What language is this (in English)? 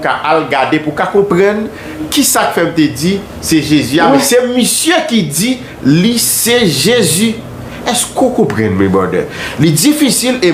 Haitian Creole